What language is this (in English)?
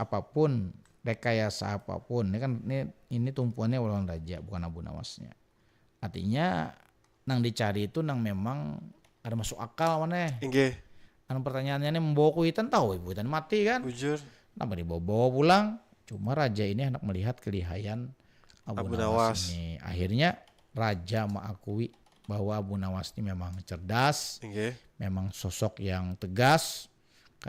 Banjar